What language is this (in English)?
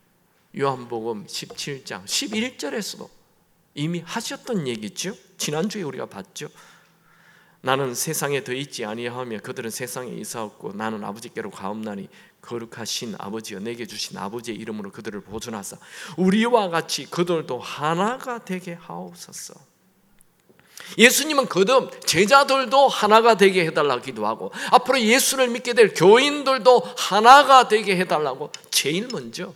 Korean